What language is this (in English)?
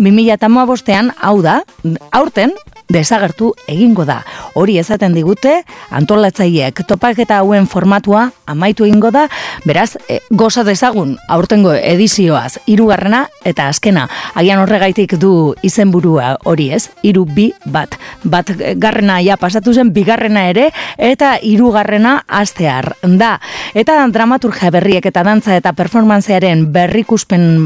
Basque